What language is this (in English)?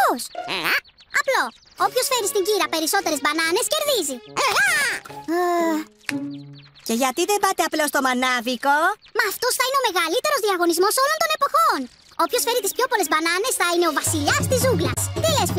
Greek